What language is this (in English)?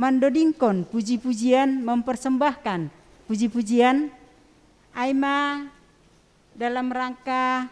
Batak Simalungun